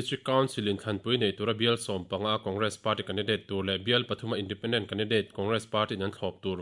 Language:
Mizo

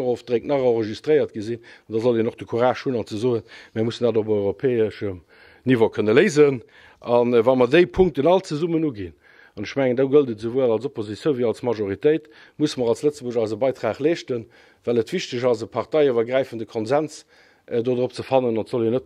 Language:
Luxembourgish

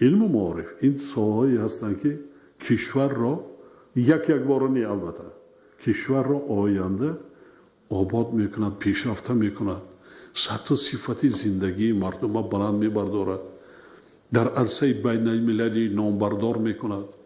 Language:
Tajik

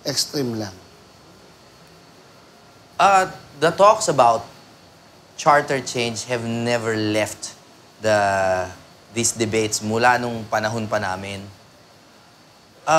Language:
Filipino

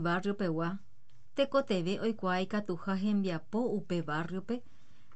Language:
Guarani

